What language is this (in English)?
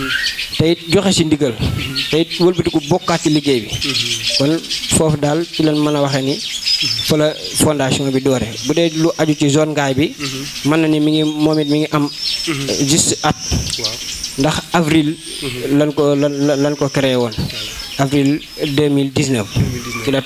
Wolof